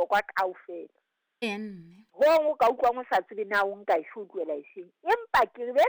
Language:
Southern Sotho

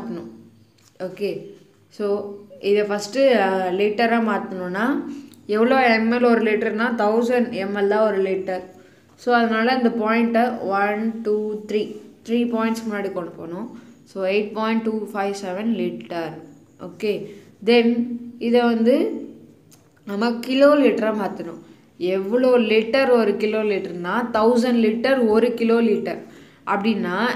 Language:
Tamil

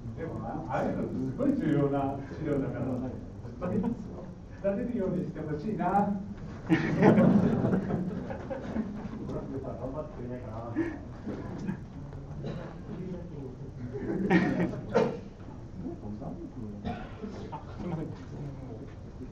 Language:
Japanese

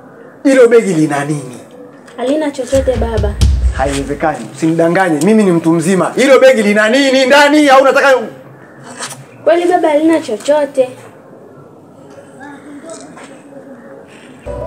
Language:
Swahili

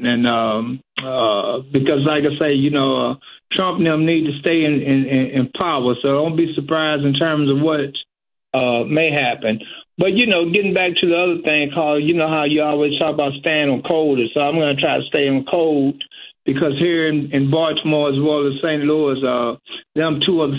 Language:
English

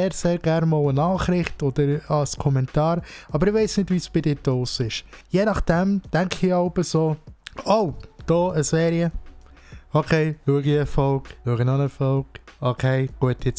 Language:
Swiss German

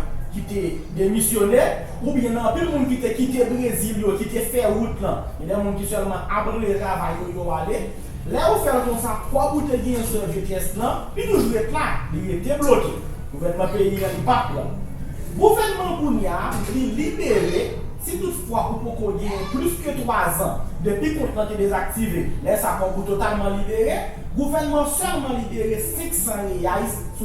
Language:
Haitian Creole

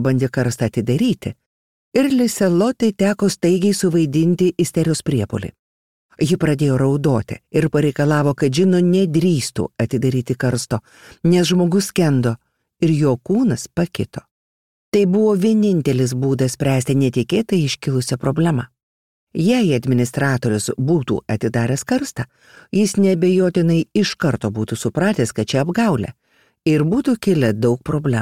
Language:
Lithuanian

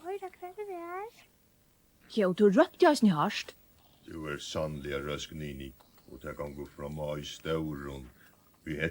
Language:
Faroese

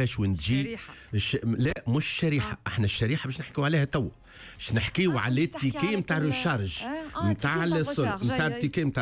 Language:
Tunisian Arabic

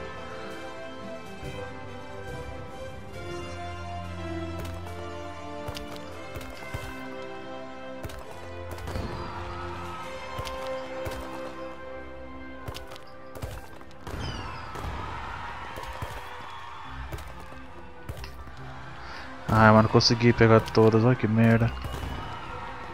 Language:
Portuguese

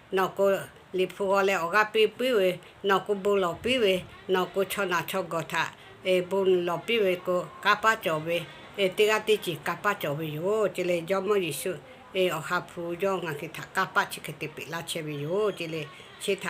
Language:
Lahu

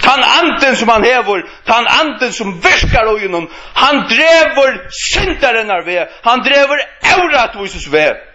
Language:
Faroese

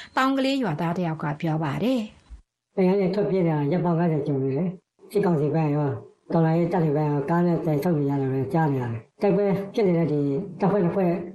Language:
Burmese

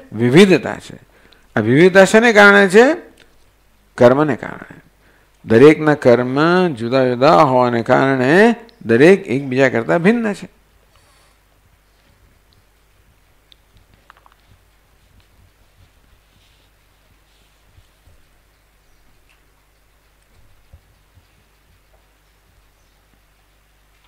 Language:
Gujarati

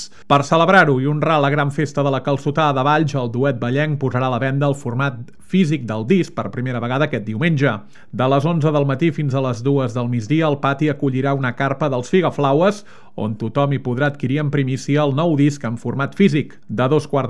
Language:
Catalan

